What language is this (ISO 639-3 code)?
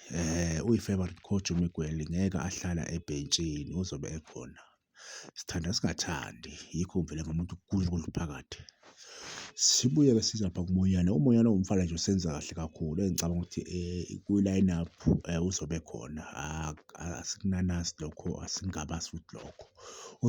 zul